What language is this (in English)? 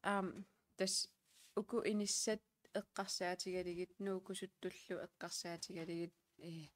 Kalaallisut